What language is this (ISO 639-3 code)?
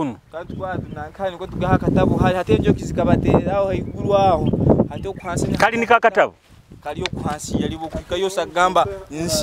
nyo